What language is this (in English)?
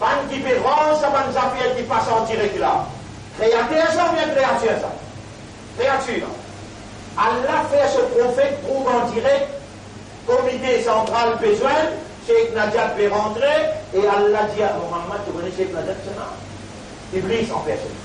Morisyen